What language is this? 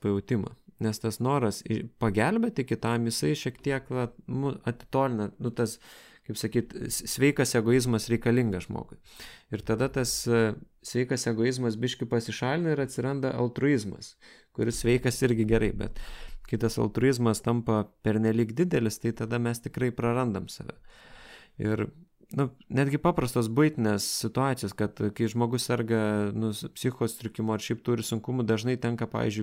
Lithuanian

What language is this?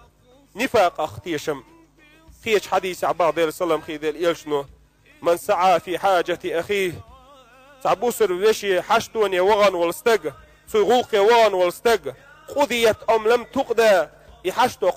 Chechen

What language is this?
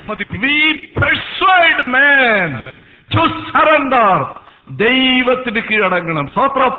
Malayalam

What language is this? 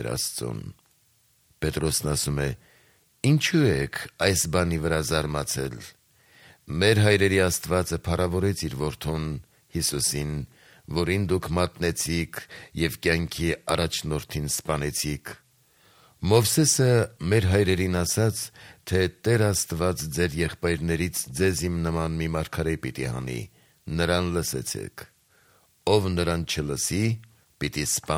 Armenian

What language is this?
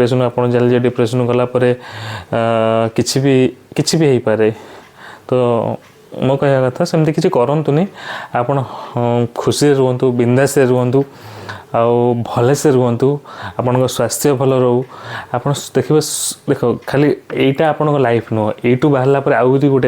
Odia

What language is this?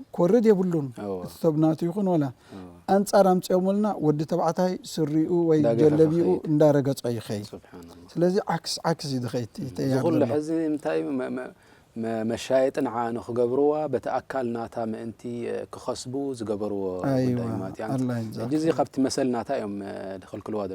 Tigrinya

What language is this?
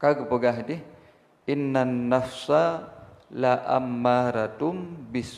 Achinese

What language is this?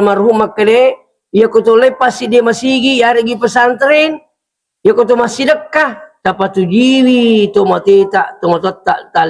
Buginese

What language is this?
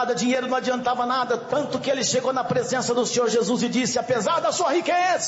Portuguese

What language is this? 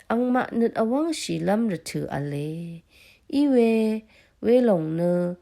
Rawang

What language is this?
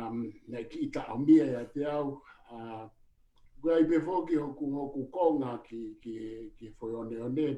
Tongan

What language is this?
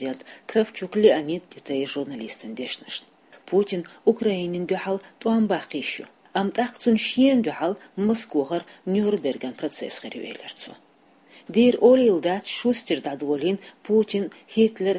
Chechen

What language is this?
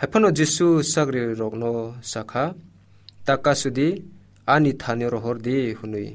Kok Borok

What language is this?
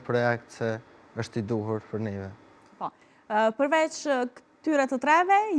Albanian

